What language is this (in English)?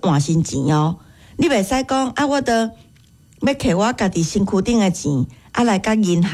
Min Nan Chinese